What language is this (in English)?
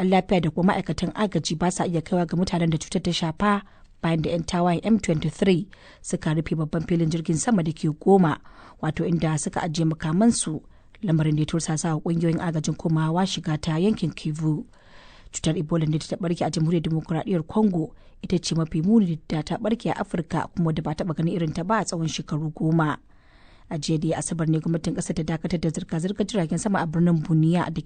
Hausa